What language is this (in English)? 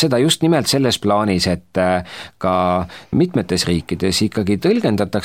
Estonian